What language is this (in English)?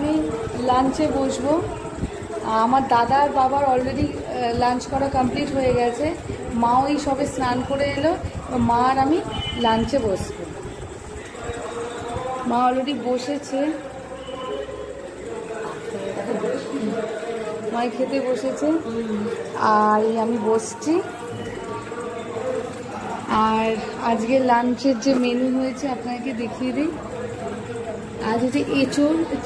Bangla